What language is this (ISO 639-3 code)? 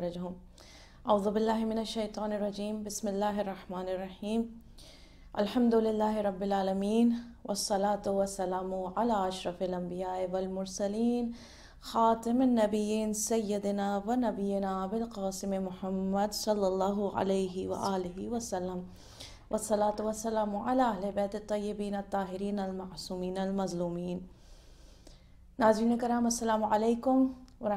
urd